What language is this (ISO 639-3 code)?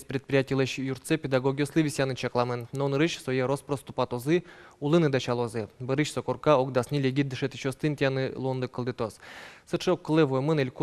udm